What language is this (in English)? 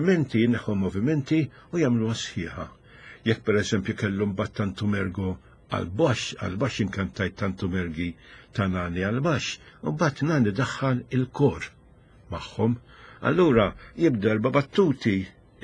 Maltese